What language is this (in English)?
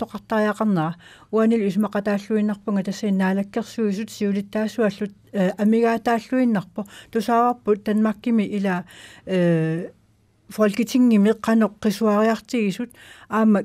Kalaallisut